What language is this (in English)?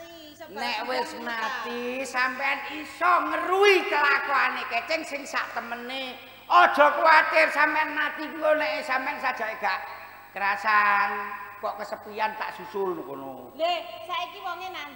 Javanese